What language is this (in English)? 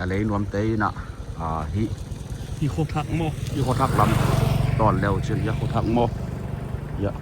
Tedim Chin